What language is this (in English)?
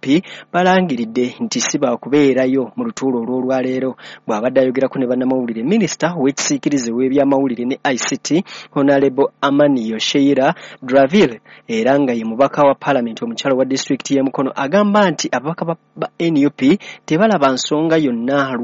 Ganda